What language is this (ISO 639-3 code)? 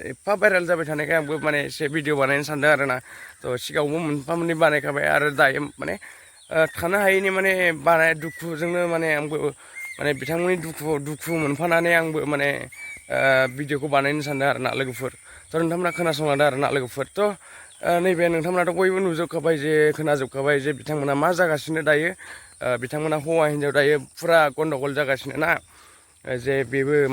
brx